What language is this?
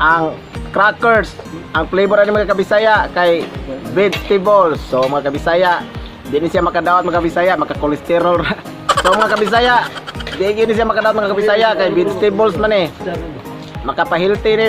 Cebuano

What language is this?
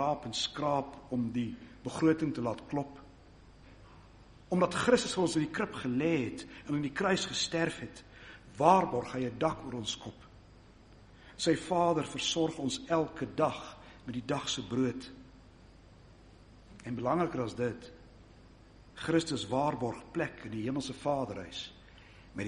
Afrikaans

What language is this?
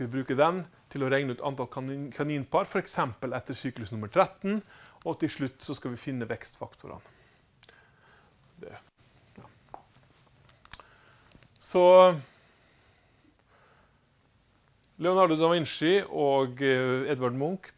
Norwegian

